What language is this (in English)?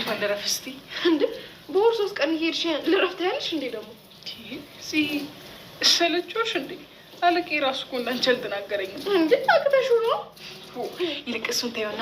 Amharic